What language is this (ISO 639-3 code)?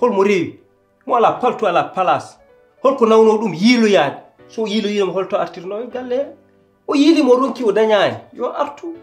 ful